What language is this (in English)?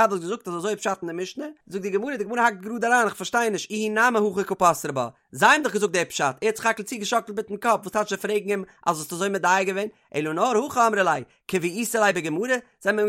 Yiddish